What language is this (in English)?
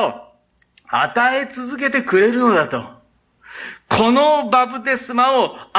Japanese